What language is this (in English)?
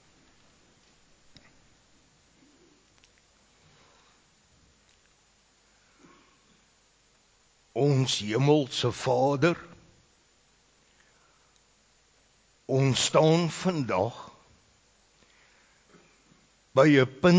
Afrikaans